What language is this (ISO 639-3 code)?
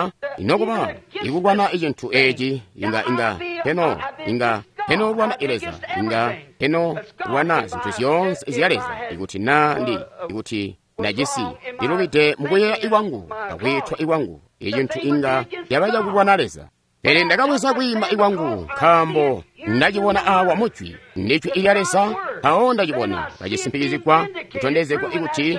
toi